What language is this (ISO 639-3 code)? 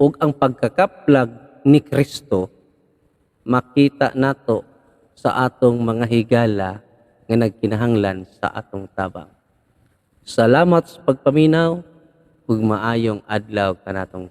ceb